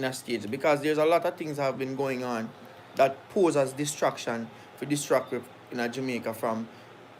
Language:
Jamaican Creole English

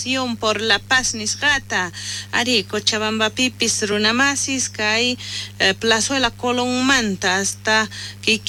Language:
South Bolivian Quechua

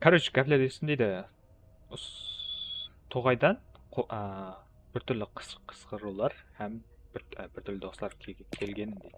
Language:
Kara-Kalpak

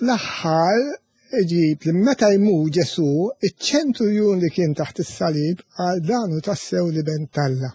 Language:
Maltese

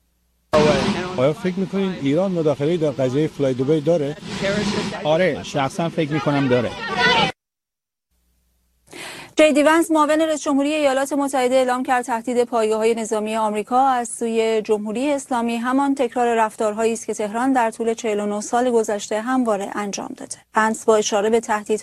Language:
Persian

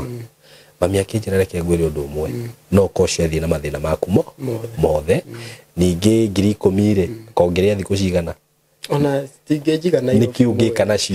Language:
Kikuyu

